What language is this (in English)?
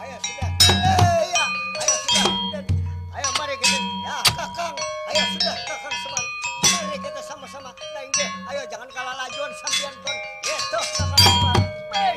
Banjar